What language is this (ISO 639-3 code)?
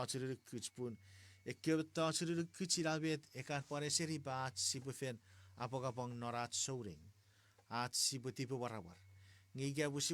chk